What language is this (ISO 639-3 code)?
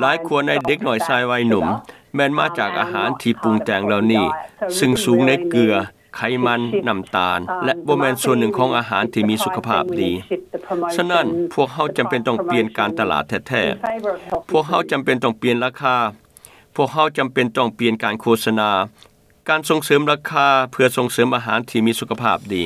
lao